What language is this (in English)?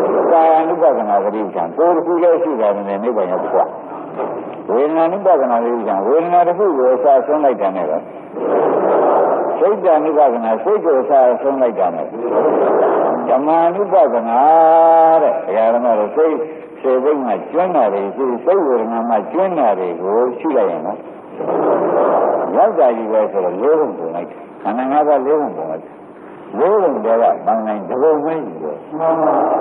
Burmese